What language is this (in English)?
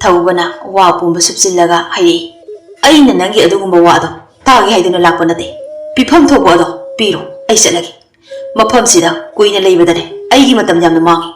Manipuri